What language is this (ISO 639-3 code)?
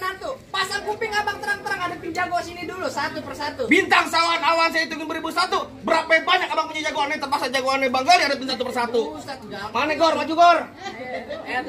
bew